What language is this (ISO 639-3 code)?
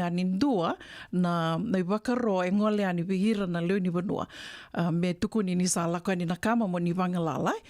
fij